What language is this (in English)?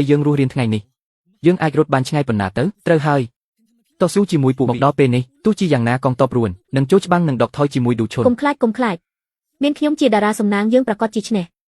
Khmer